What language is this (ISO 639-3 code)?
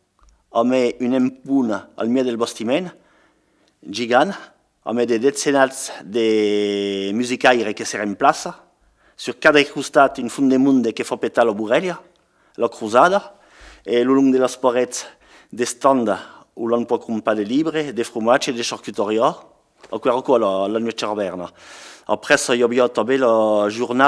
oci